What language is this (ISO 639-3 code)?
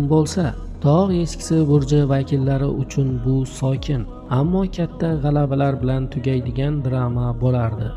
uzb